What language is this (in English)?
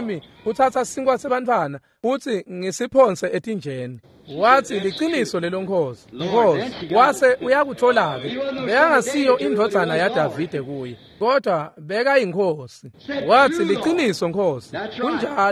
Swati